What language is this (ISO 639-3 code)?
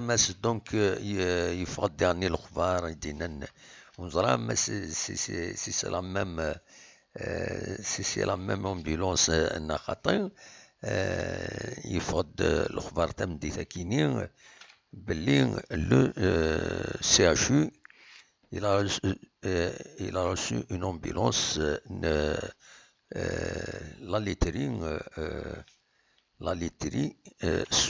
kab